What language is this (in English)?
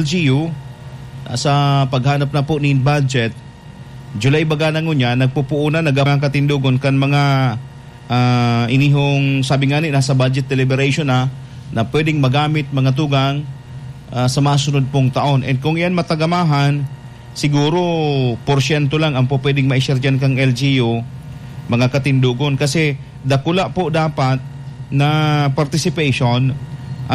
Bikol